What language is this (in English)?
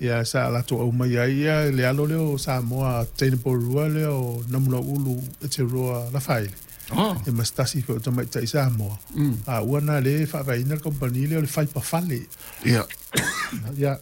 Samoan